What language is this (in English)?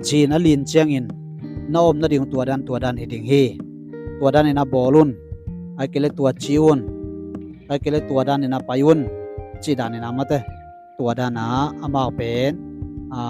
Tedim Chin